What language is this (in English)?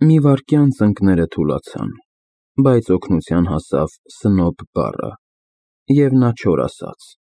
Armenian